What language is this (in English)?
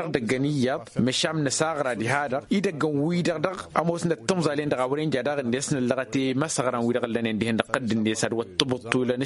Tamasheq